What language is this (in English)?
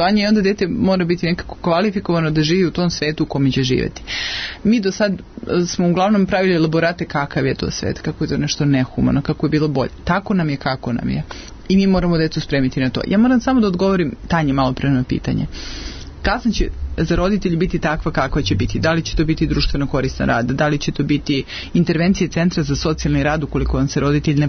Serbian